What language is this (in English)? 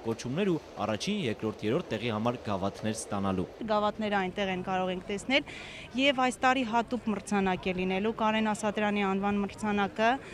Armenian